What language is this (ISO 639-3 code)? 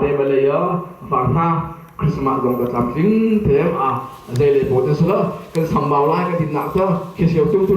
cnh